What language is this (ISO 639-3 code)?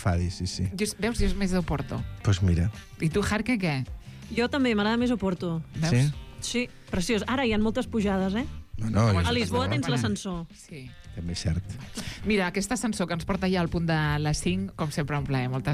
cat